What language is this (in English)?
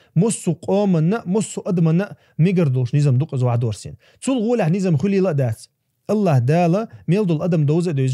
Chechen